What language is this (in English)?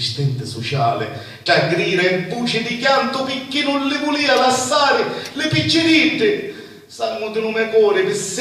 Sicilian